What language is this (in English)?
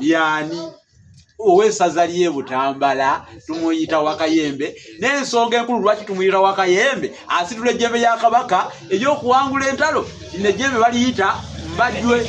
Ganda